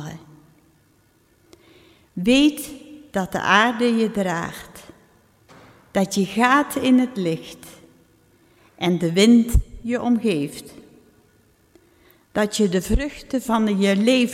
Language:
Dutch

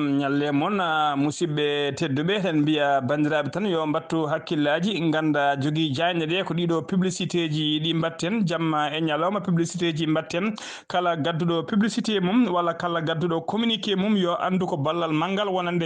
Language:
Fula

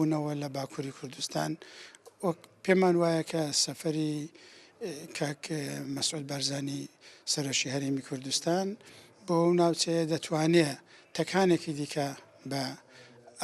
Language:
Kurdish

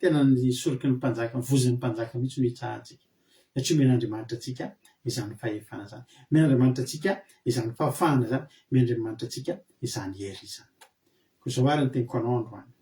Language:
Malagasy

